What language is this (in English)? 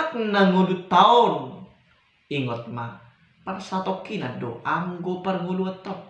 Batak Toba